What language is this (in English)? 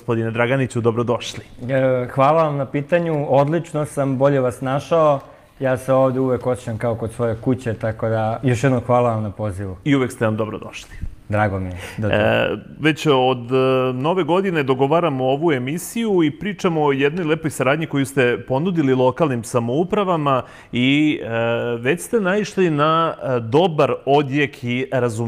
Serbian